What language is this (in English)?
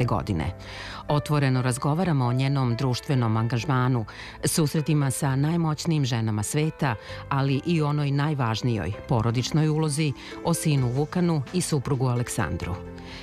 Serbian